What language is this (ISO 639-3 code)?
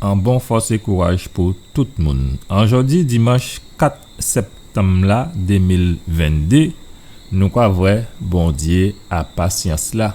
gcf